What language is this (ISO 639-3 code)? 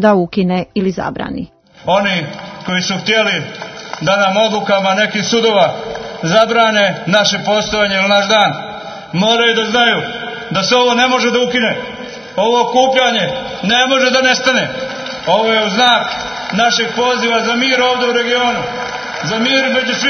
srp